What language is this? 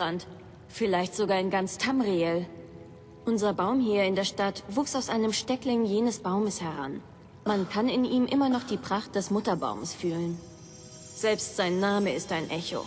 Bavarian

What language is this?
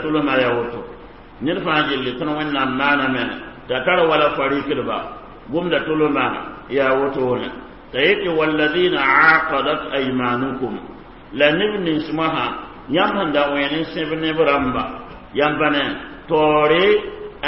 Mossi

